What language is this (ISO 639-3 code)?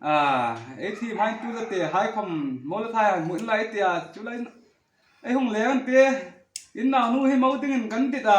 hmr